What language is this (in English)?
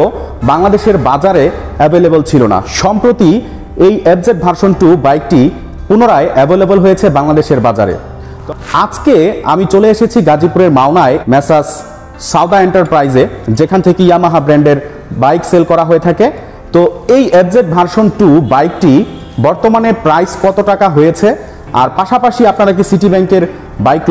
Bangla